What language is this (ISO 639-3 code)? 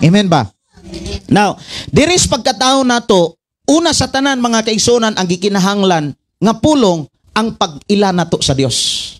ceb